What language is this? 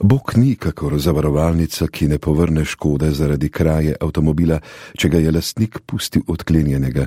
Slovenian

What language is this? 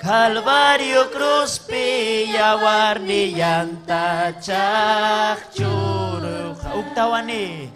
Ayacucho Quechua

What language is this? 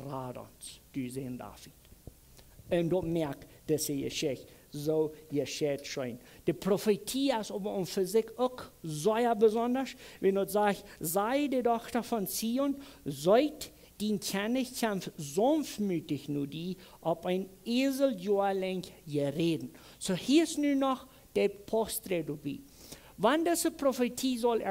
Plautdietsch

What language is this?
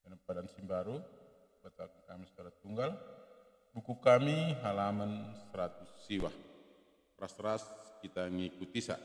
Batak Karo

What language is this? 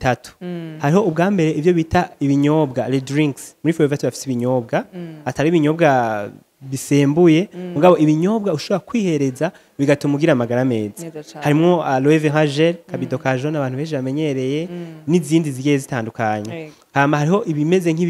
Rundi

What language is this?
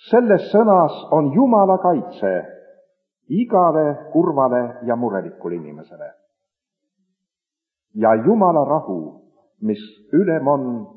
Estonian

